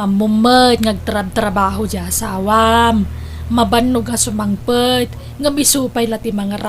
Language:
Iloko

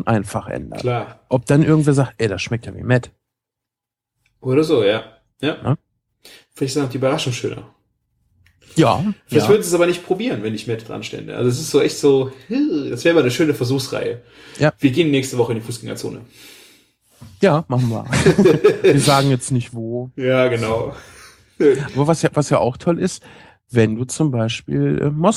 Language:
German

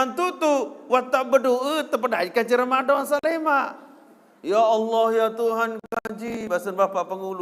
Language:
Sasak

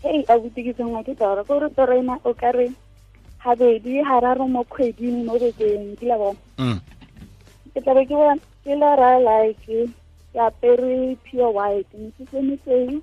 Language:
Tswana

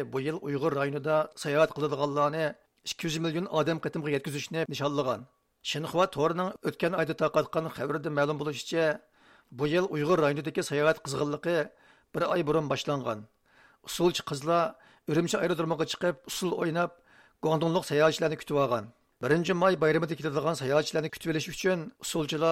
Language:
Uyghur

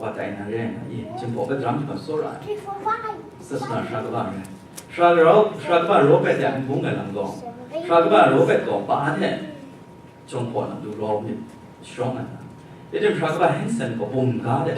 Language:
Kachin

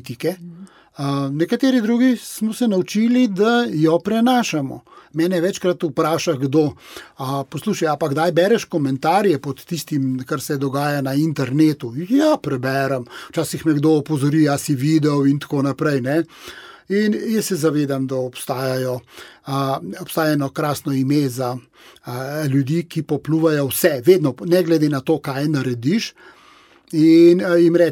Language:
Slovenian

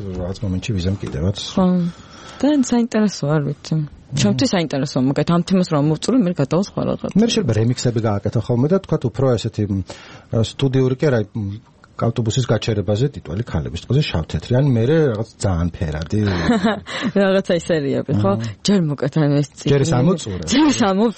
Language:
Georgian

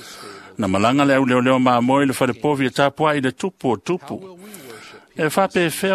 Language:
Samoan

